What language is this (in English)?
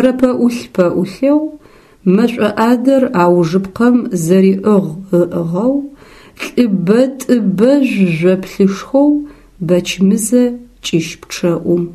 Adyghe